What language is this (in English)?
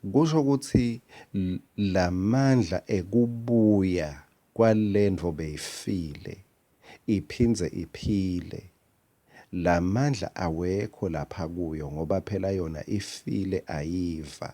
Swati